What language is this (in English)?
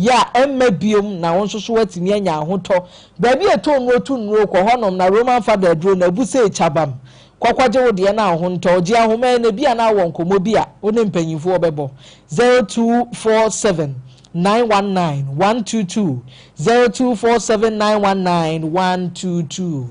Akan